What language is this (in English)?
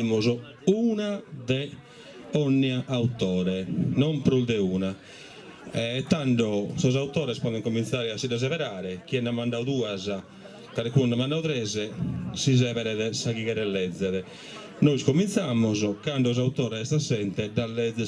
Sardinian